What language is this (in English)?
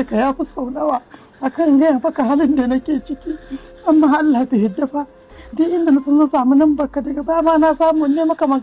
Hausa